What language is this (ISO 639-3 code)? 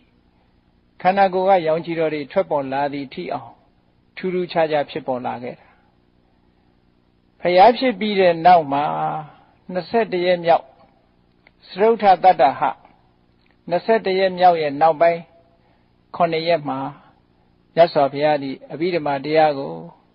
mya